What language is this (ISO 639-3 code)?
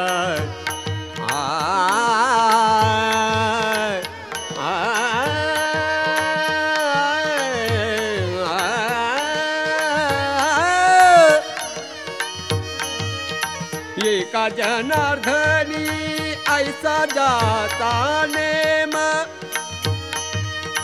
mar